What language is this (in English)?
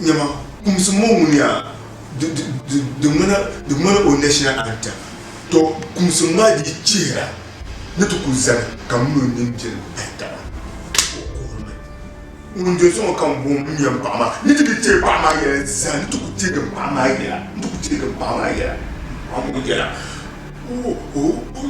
Dagbani